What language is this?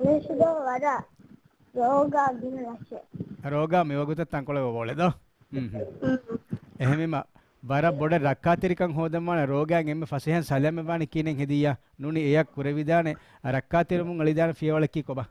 Divehi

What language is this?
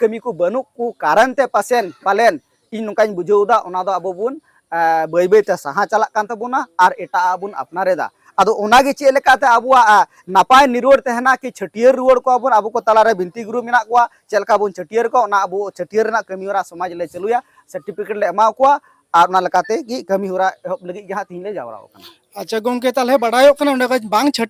Santali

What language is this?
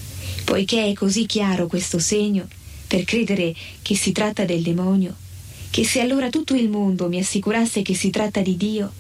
Italian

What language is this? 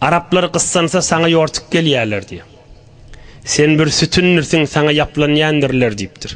Turkmen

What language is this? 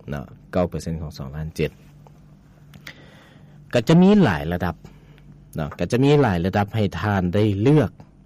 Lao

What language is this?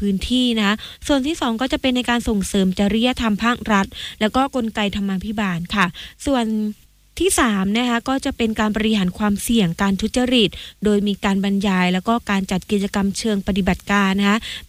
Thai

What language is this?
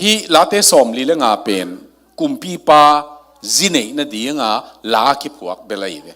Tedim Chin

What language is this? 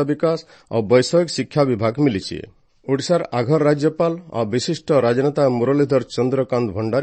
Odia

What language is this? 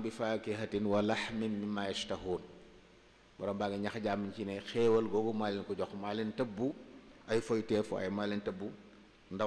Wolof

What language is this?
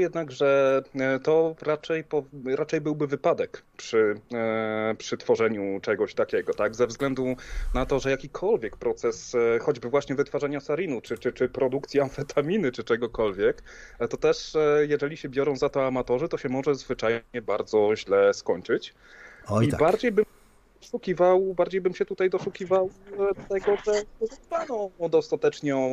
Polish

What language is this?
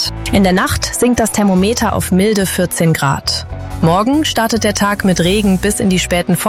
German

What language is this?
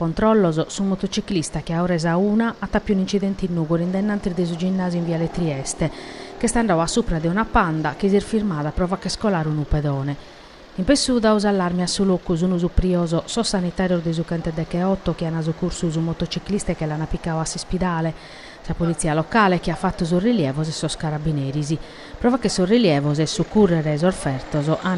Sardinian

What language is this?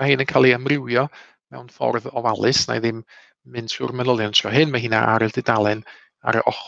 Welsh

